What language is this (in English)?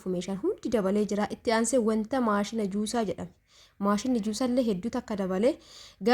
Oromo